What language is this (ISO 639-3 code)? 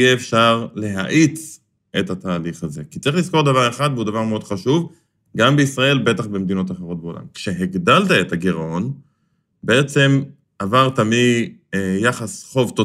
heb